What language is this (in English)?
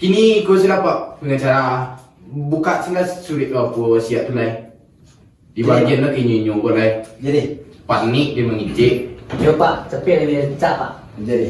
Minangkabau